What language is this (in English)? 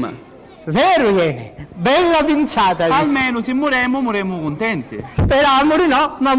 Sicilian